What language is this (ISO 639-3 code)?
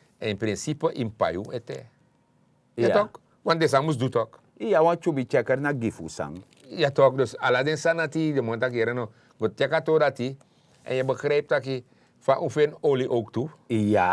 srn